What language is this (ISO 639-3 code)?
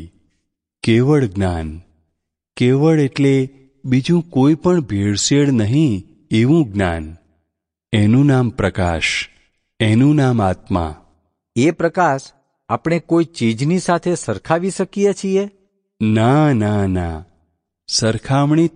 guj